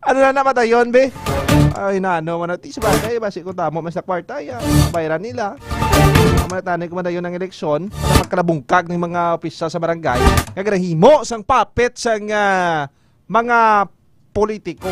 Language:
Hiligaynon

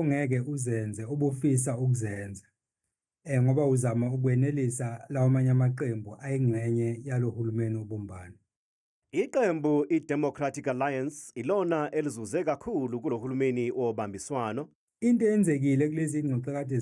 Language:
Zulu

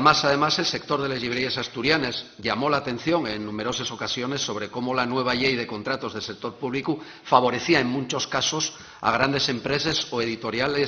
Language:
Asturian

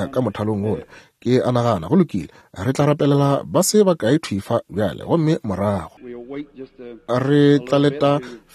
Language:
Northern Sotho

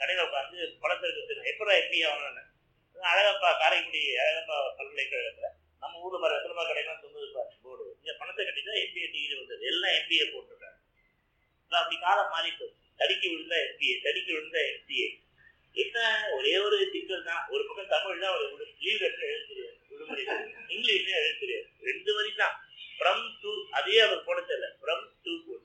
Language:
Tamil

